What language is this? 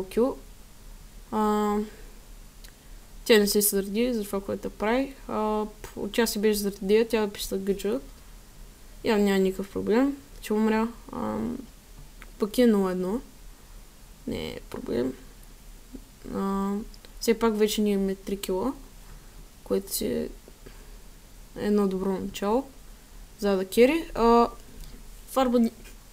Bulgarian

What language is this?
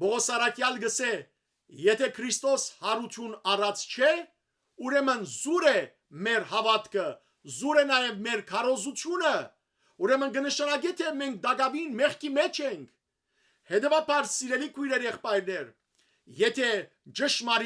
Western Armenian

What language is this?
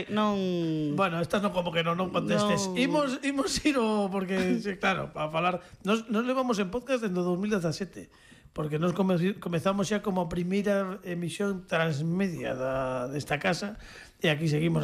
Galician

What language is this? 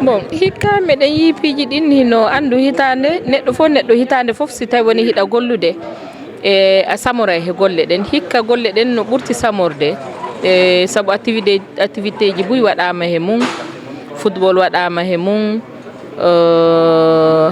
Fula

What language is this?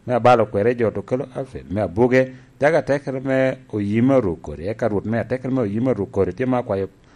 Lango (Uganda)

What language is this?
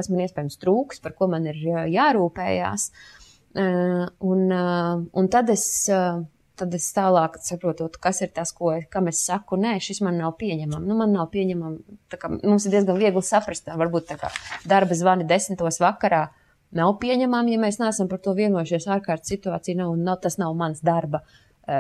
Latvian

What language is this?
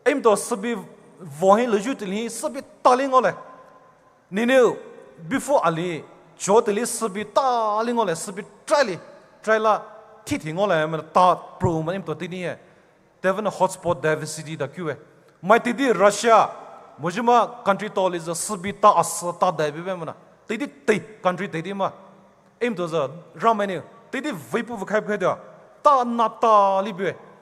Poumei Naga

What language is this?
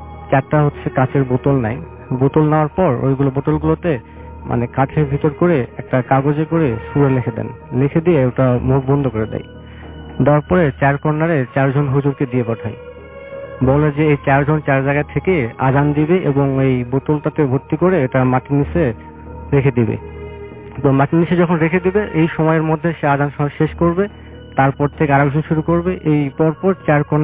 Bangla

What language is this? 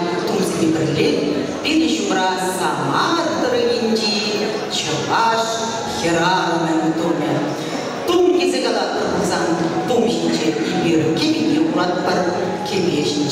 Chuvash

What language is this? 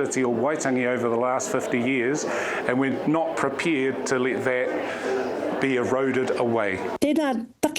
Māori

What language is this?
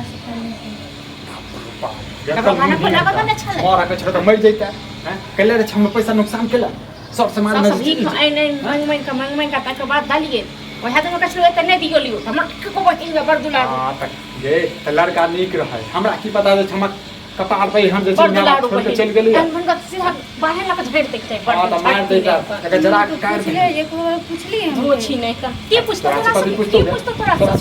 Maithili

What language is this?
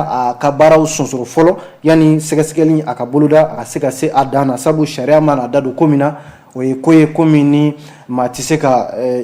Bambara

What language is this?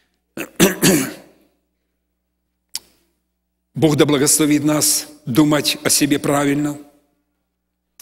Russian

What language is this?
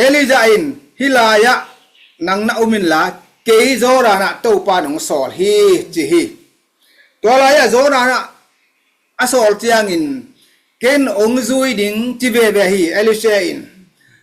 Tedim Chin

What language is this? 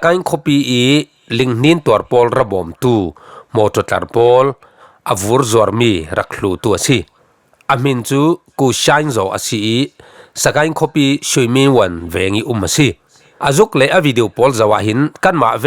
Falam Chin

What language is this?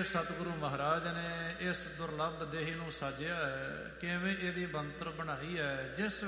Punjabi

